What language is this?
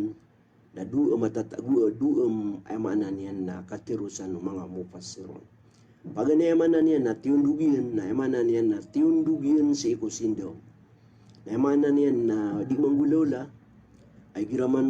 Maranao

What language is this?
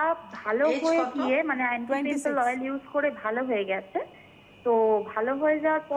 Bangla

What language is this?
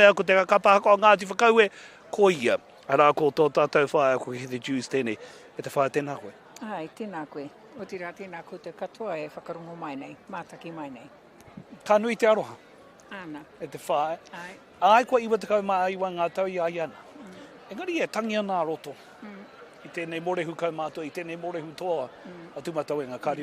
Māori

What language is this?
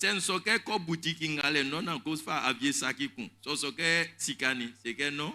Baoulé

